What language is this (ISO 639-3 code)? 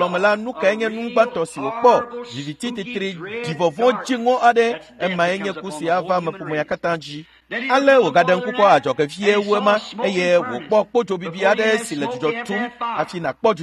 ewe